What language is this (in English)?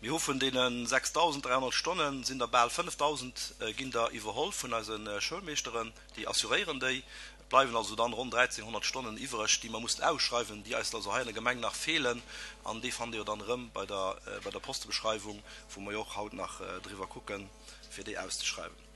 Luxembourgish